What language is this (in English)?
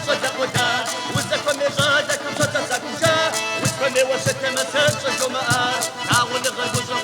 Kabardian